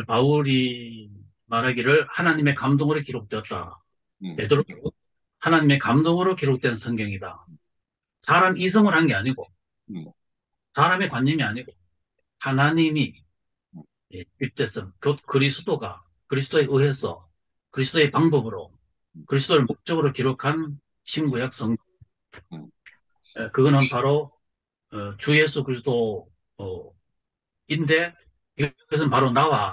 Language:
Korean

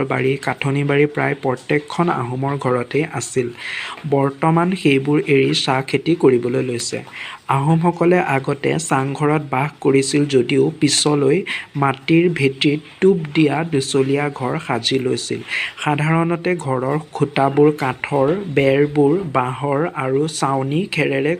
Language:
Assamese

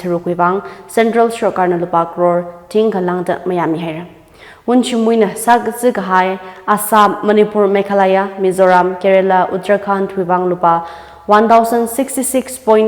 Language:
Tangkhul Naga (India)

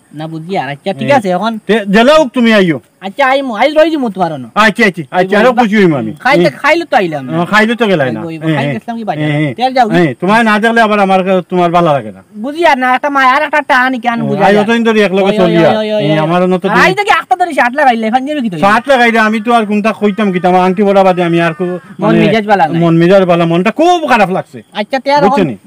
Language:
Sylheti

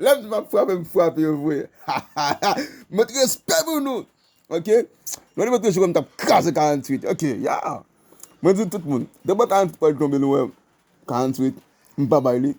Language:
Haitian Creole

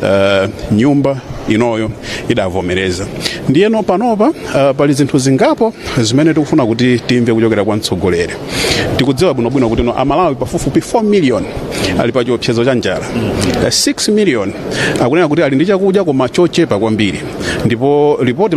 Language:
Nyanja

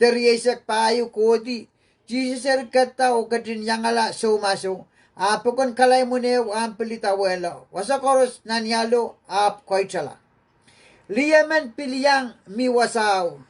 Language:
Pohnpeian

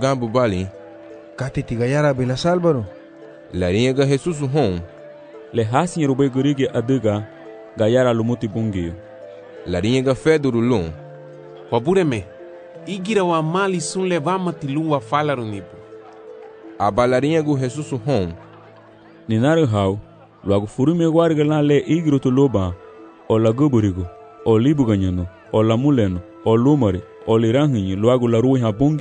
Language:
Garifuna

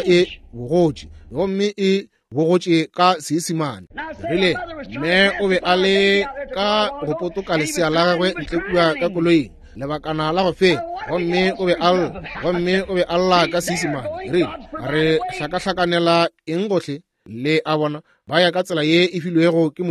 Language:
Northern Sotho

